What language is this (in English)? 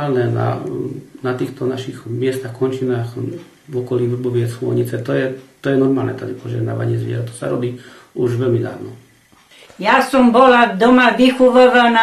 Slovak